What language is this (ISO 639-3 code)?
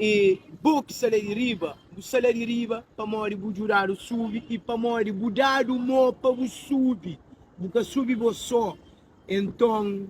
kea